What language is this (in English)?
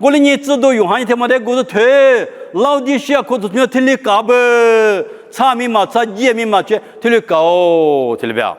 Lisu